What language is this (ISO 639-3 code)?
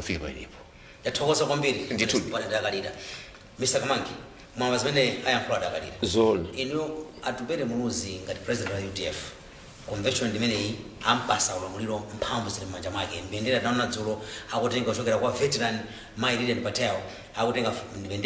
nya